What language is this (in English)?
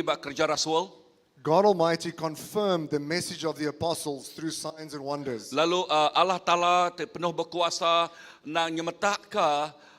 Iban